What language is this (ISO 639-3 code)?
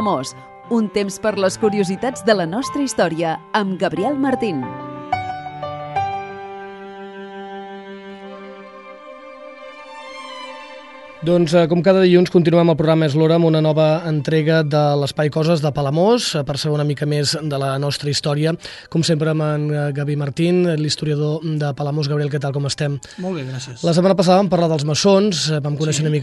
cat